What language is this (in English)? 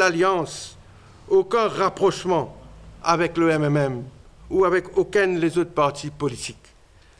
Morisyen